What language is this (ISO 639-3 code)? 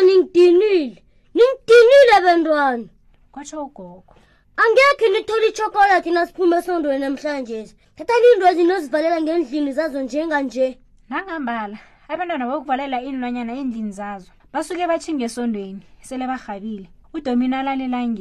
nbl